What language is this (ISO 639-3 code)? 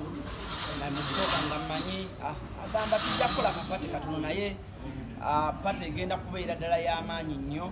lug